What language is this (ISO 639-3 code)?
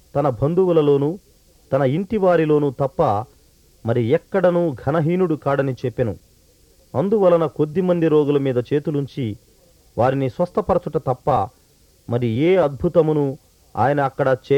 tel